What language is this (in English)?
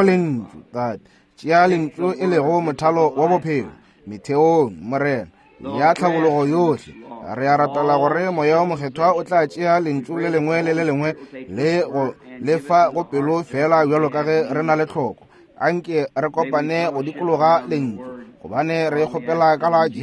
Northern Sotho